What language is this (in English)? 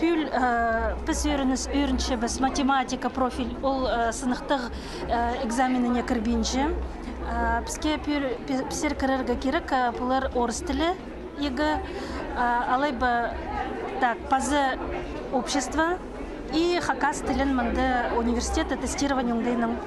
Khakas